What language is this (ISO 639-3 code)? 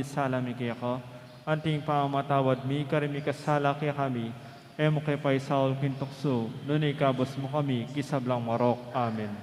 pam